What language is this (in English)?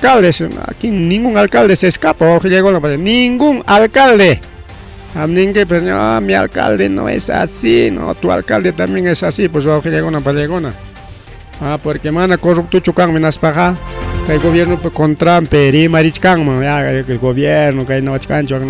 Ayacucho Quechua